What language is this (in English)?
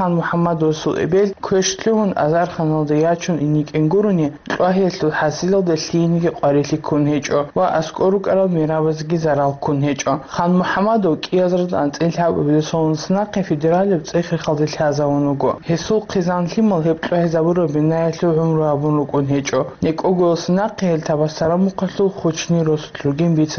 Avaric